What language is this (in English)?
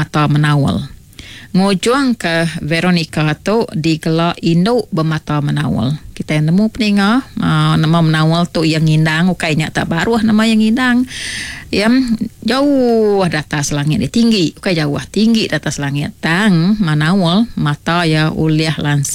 Iban